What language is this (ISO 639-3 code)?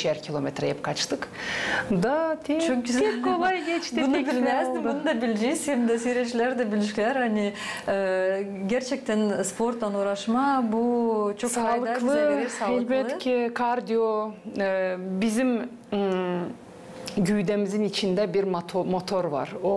gag